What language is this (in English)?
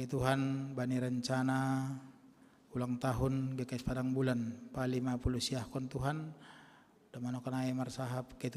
Batak Simalungun